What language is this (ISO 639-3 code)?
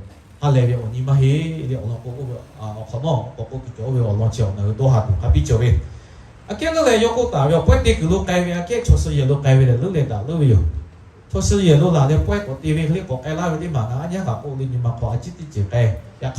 lhu